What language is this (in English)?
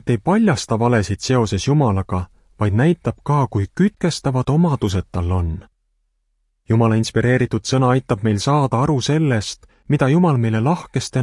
Estonian